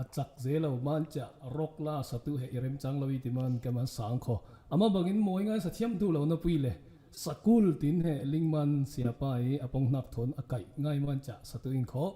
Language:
Falam Chin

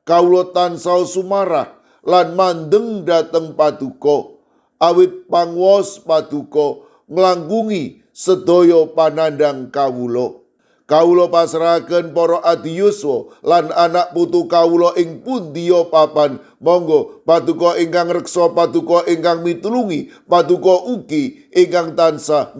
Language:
Javanese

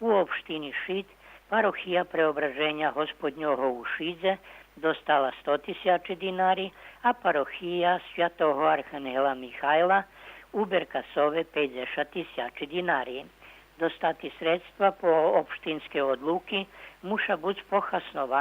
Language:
Rusyn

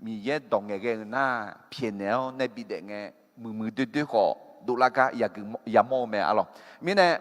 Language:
Akha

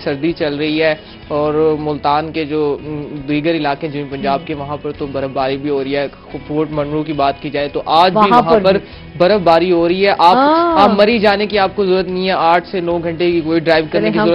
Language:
Urdu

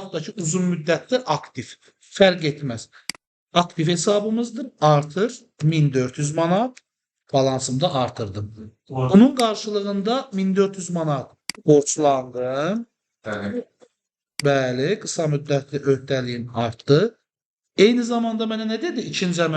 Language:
Azerbaijani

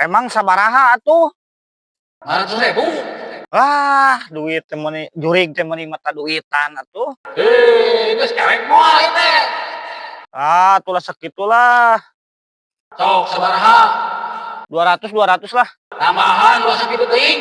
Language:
Sundanese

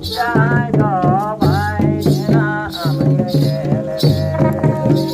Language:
Santali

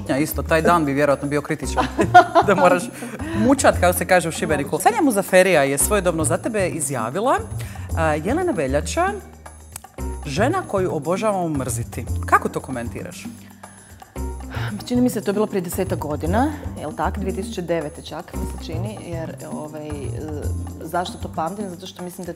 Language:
Croatian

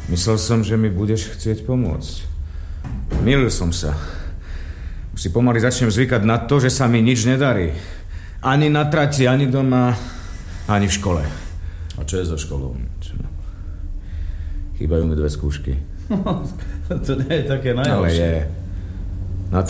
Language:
Slovak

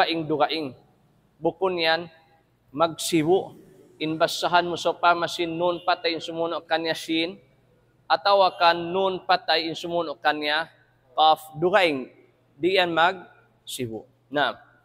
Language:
Tausug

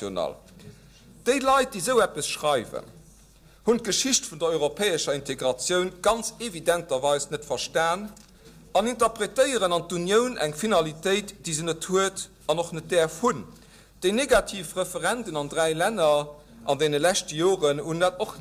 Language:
Luxembourgish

